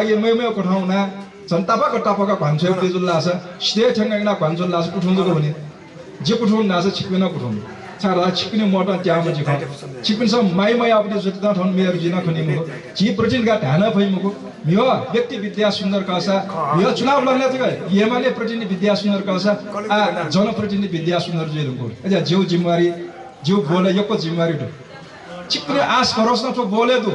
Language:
Newari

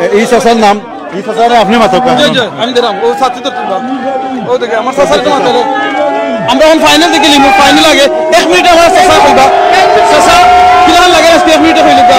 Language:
Sylheti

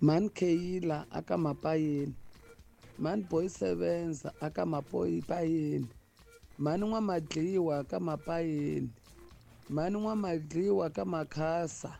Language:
Tsonga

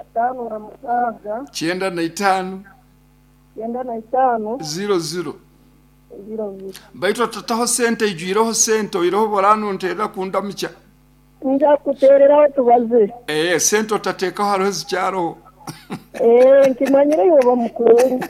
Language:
Nyoro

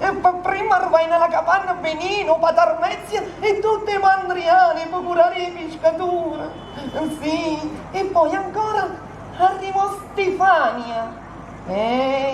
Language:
Neapolitan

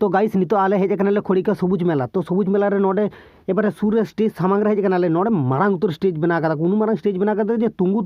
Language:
Santali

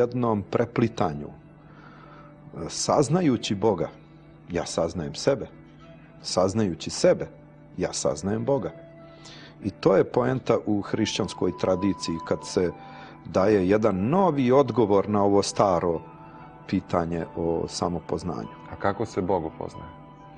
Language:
Serbian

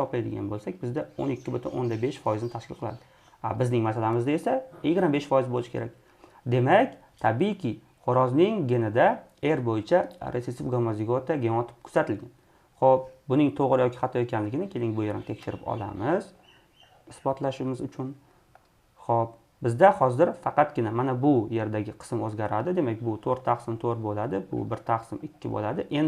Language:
Uzbek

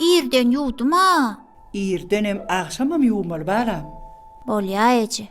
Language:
Turkmen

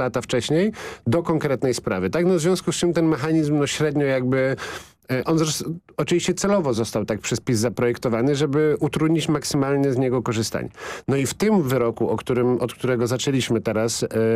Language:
Polish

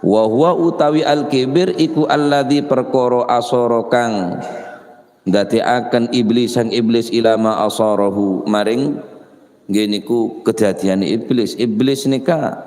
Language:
Madurese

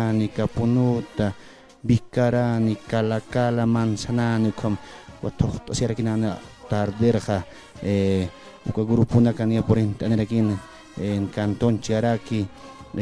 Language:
Aymara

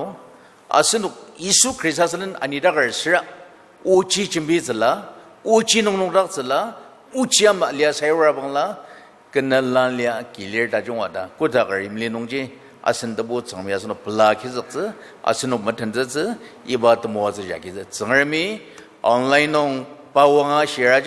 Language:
Ao Naga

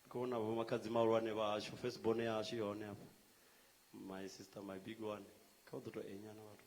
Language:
Venda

